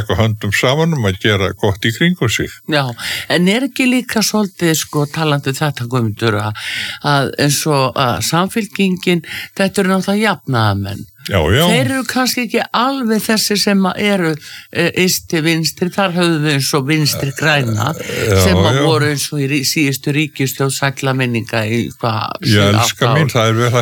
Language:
Icelandic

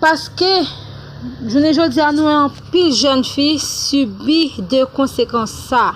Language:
Haitian Creole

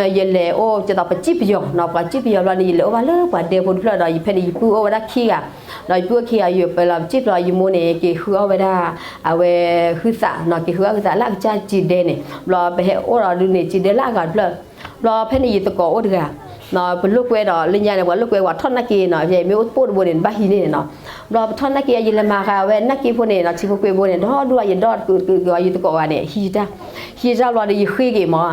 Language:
S'gaw Karen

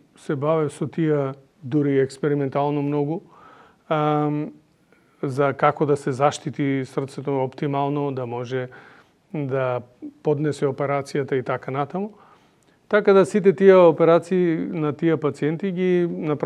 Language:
Macedonian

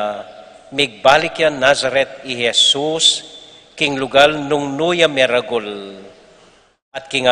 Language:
Pampanga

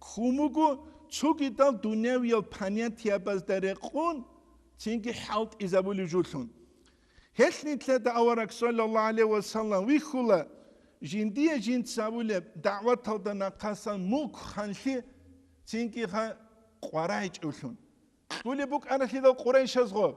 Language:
Avaric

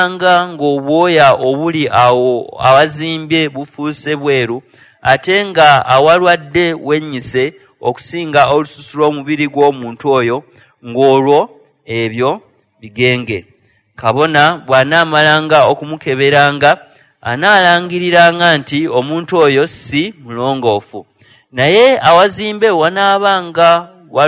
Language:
Ganda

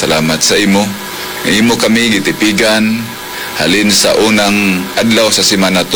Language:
Hiligaynon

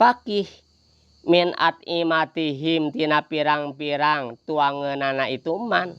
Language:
Sundanese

